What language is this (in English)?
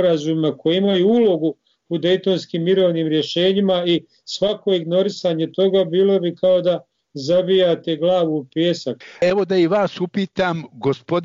Bosnian